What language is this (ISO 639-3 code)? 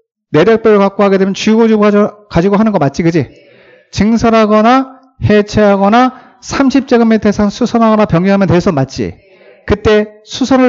kor